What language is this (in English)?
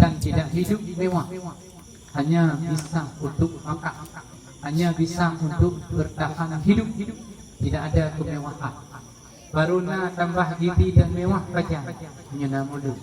Achinese